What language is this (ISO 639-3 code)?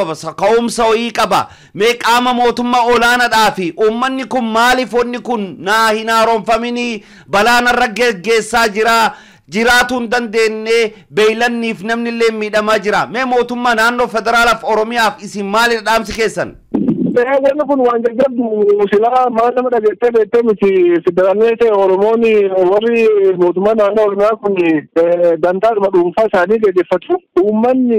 orm